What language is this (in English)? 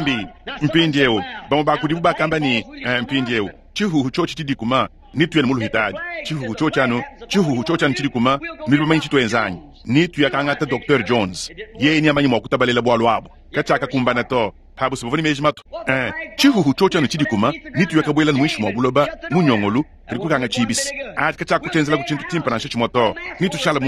Luba-Lulua